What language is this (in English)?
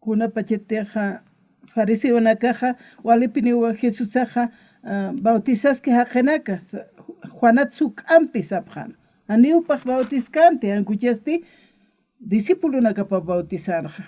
Aymara